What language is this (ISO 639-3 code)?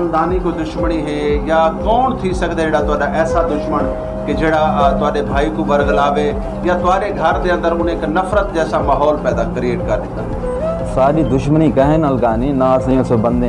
skr